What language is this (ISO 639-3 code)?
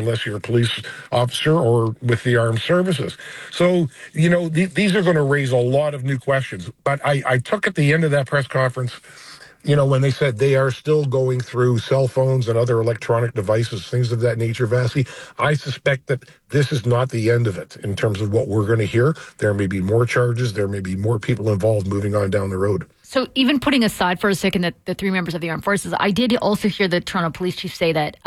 eng